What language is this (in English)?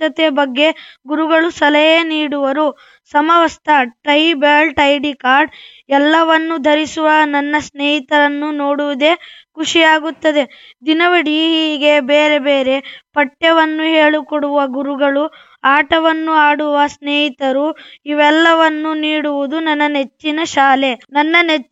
Kannada